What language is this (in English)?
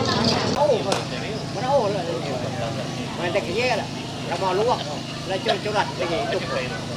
Ma'anyan